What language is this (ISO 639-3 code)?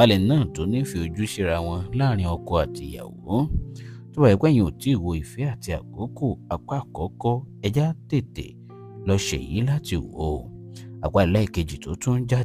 yor